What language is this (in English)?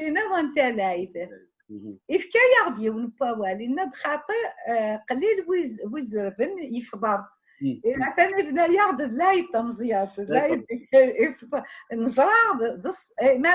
Kabyle